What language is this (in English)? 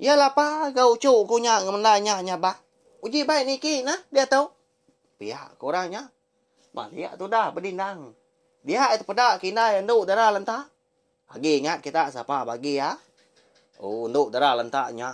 Iban